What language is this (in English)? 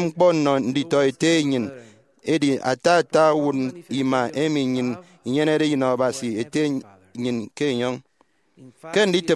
Efik